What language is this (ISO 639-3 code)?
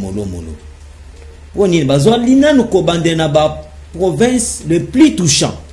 lin